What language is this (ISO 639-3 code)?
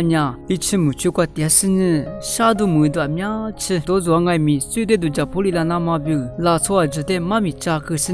lis